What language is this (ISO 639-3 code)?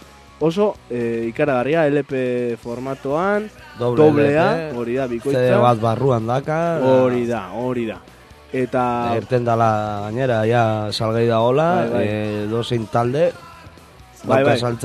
eus